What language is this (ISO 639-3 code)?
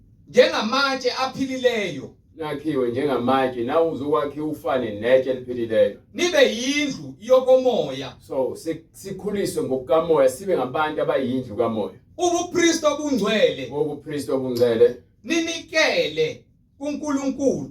zul